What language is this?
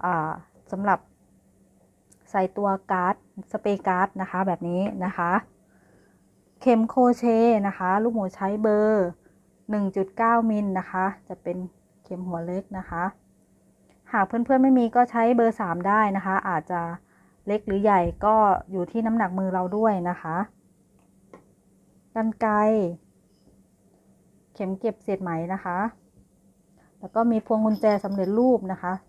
Thai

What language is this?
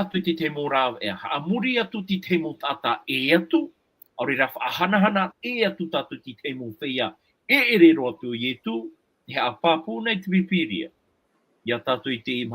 Tahitian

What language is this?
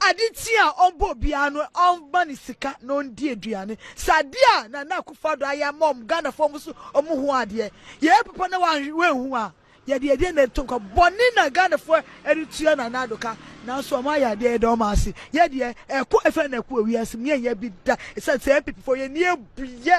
Akan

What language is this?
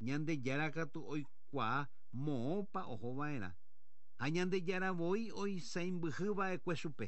Guarani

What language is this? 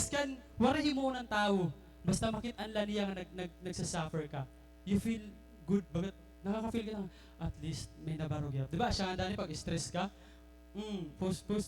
Waray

